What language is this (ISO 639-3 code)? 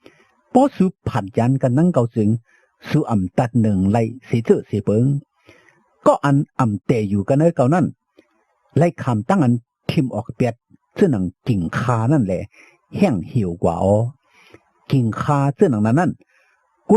shn